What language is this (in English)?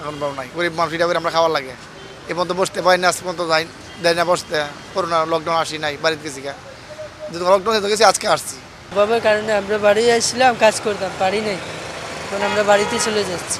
Sylheti